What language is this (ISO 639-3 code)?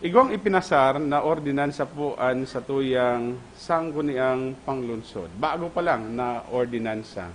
bik